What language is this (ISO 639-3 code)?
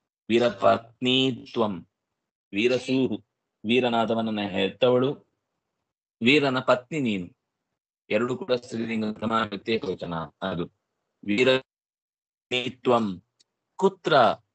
kan